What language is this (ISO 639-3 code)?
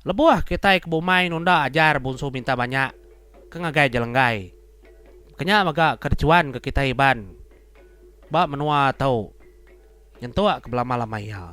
iba